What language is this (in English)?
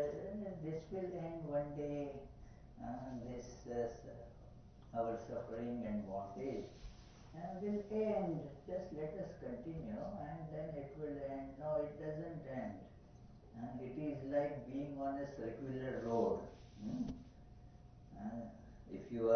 English